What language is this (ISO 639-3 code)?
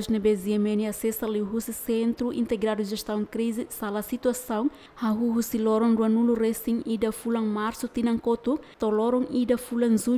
tet